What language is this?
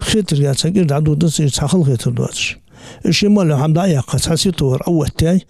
Ingush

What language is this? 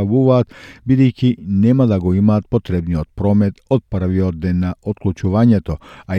Macedonian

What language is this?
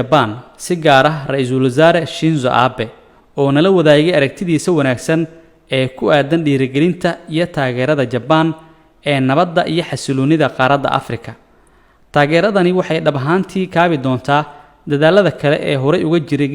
Somali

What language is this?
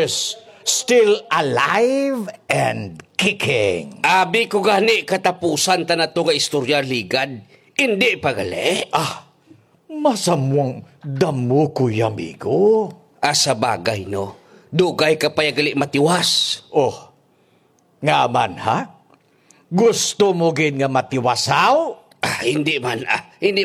Hiligaynon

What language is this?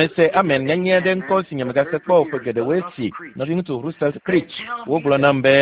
Ewe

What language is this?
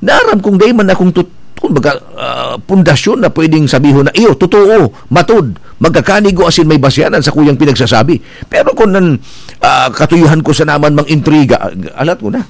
Bikol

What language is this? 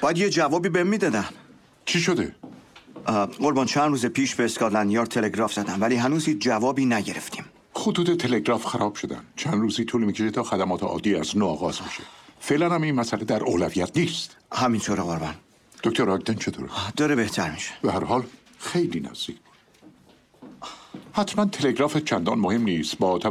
Persian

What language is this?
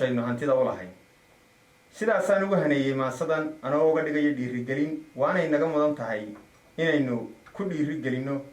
Somali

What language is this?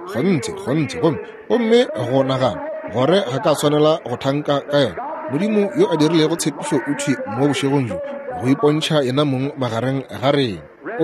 Northern Sotho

